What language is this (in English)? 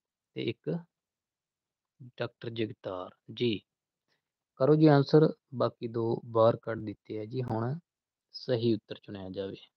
Punjabi